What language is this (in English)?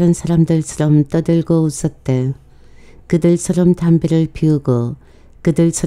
Korean